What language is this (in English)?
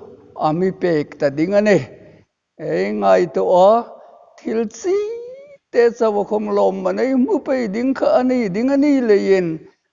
Hmar